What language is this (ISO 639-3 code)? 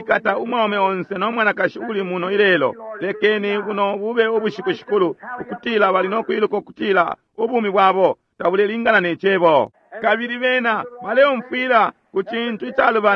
bem